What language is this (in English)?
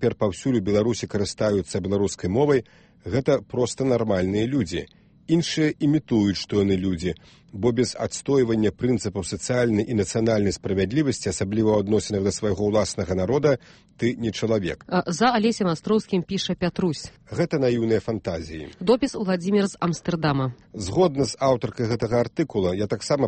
Belarusian